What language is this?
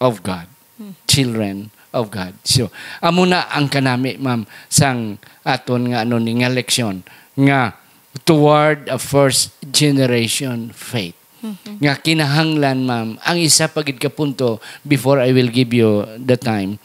Hiligaynon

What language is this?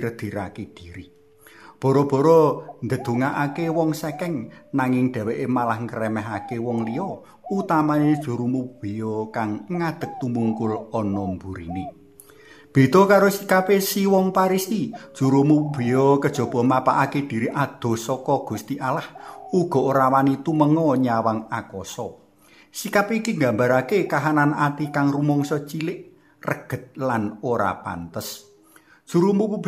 Javanese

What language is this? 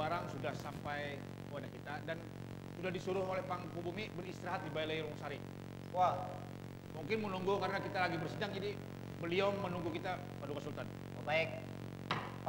Banjar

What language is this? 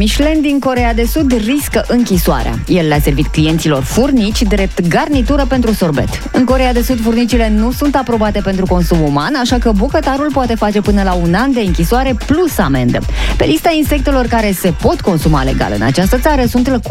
Romanian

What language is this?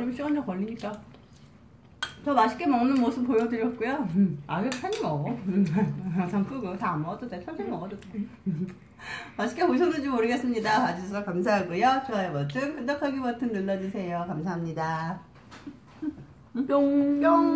Korean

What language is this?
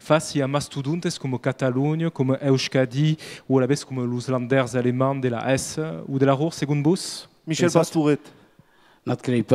Occitan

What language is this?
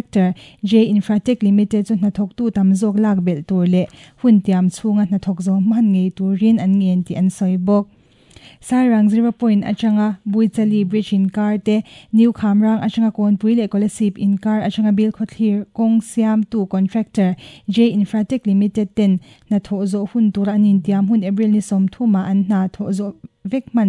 Mizo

